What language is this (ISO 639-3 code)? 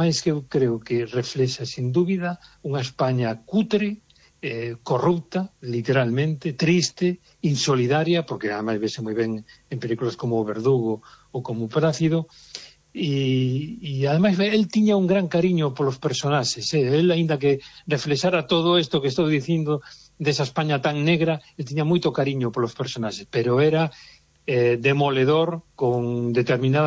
glg